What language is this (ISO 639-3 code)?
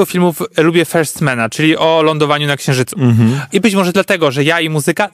pol